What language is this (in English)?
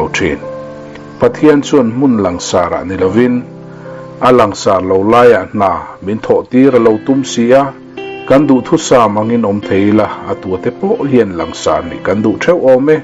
Mizo